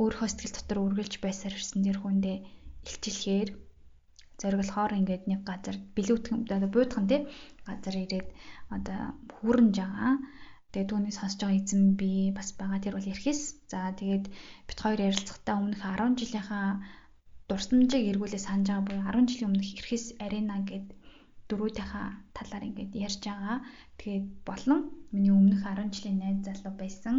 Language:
Mongolian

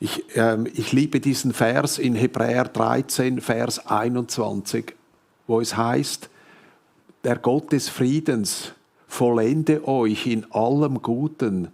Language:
Swiss German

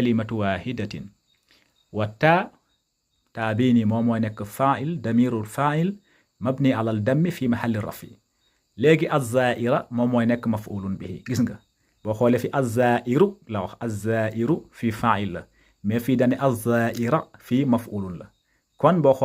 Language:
Wolof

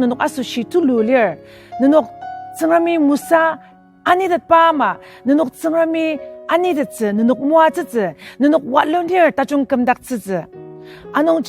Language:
Ao Naga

